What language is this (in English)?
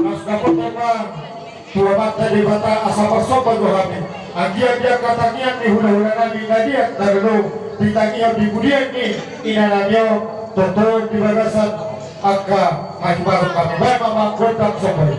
Batak Toba